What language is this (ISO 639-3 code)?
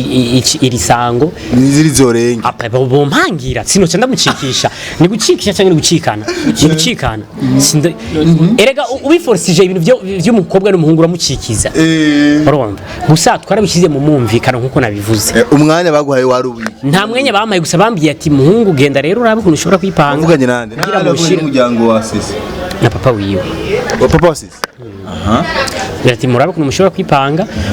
run